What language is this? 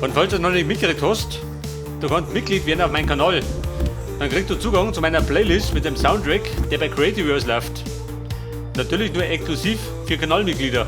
Bavarian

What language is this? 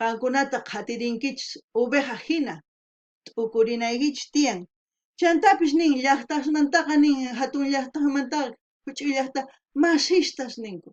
South Bolivian Quechua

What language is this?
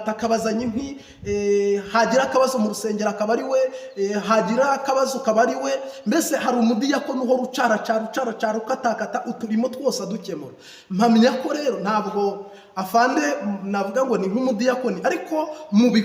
Kinyarwanda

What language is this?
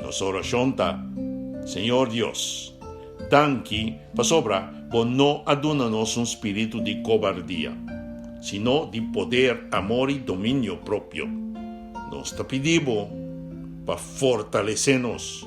Papiamento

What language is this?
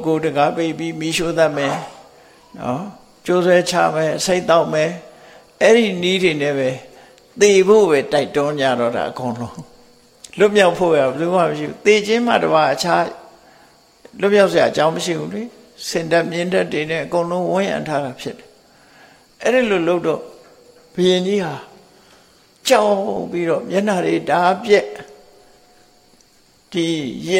Burmese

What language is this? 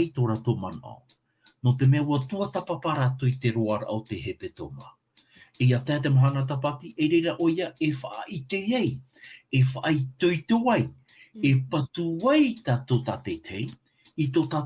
Tahitian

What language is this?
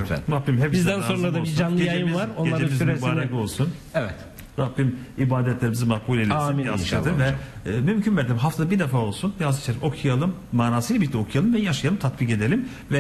Turkish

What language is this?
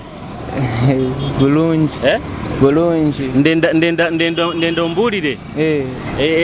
Nyoro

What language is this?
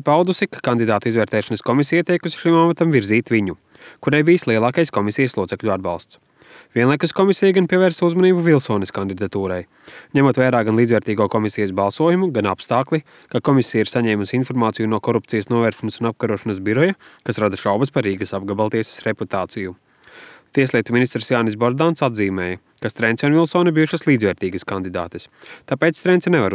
Latvian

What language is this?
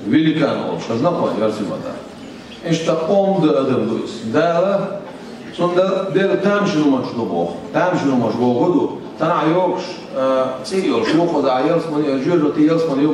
Chechen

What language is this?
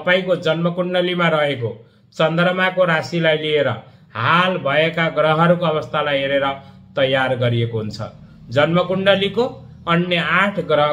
Nepali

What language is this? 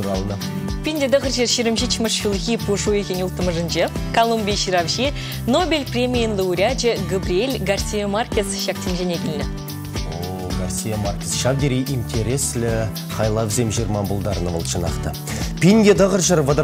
Chuvash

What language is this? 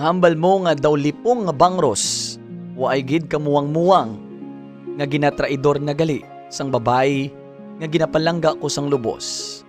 Hiligaynon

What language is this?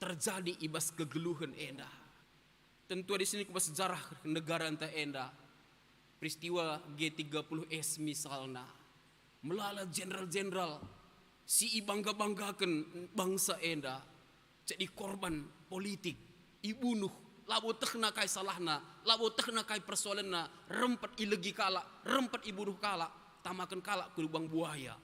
Batak Karo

